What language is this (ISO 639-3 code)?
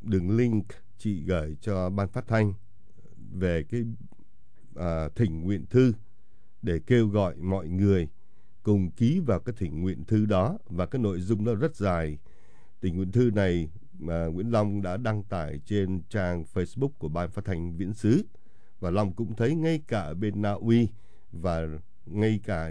vie